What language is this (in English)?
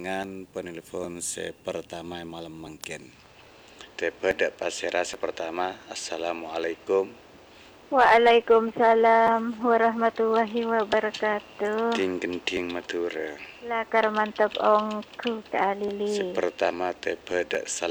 Madurese